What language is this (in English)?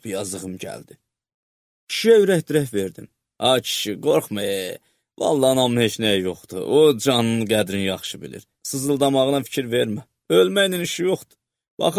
Azerbaijani